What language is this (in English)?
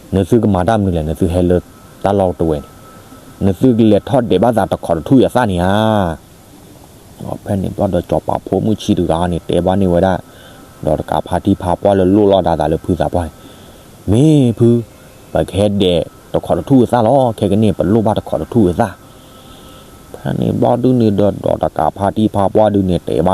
S'gaw Karen